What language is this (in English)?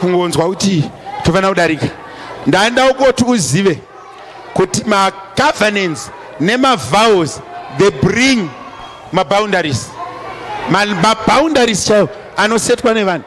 Shona